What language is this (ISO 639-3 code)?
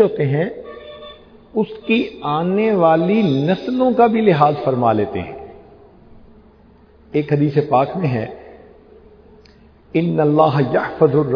urd